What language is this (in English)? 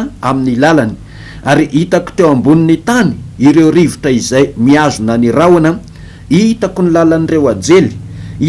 Malagasy